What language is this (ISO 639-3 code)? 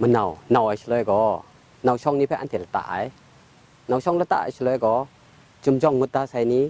kac